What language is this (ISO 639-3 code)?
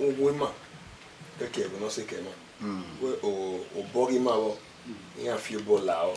bin